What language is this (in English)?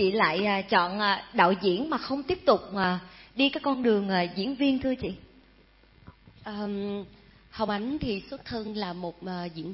Vietnamese